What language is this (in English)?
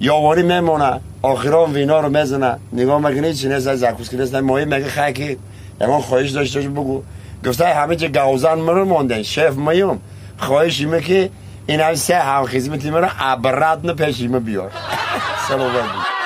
Tajik